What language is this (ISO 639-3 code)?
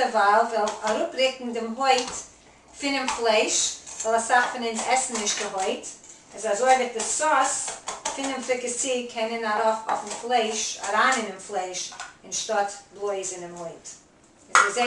yid